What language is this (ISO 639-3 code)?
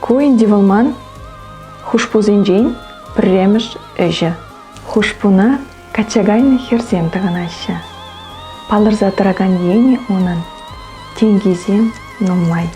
chv